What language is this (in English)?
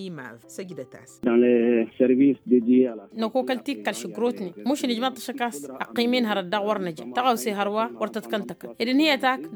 Tamasheq